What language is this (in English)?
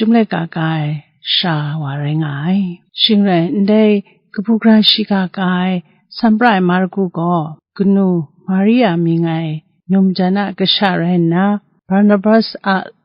Kachin